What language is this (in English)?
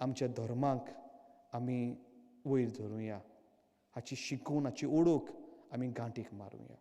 Konkani